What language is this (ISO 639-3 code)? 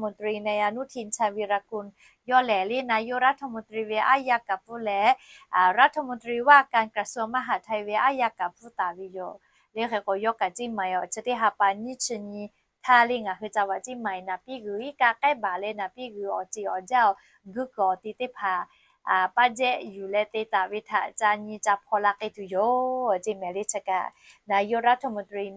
lhu